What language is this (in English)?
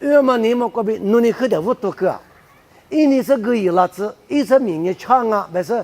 Lisu